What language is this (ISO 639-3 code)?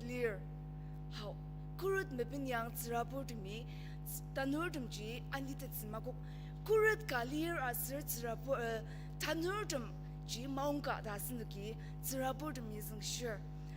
njo